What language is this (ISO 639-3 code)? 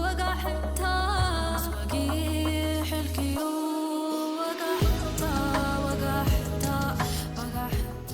tir